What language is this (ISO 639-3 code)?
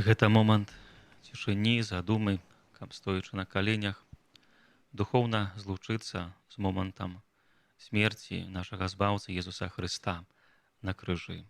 bel